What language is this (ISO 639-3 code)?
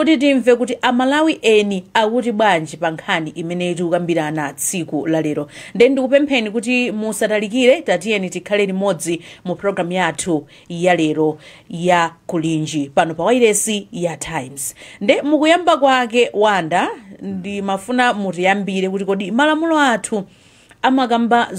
nya